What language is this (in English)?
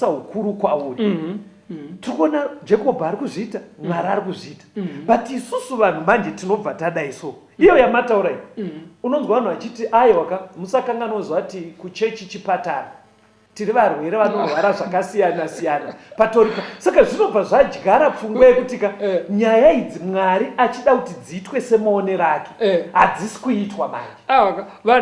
Shona